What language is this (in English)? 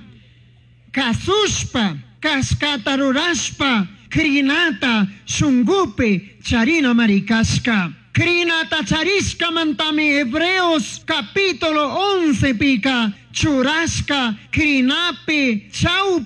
Chimborazo Highland Quichua